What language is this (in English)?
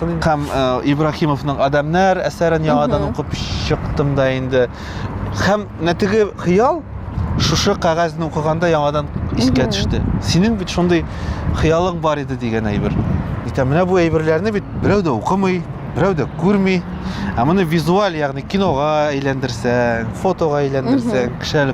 Tatar